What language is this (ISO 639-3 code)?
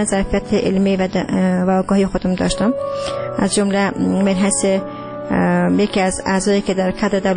fas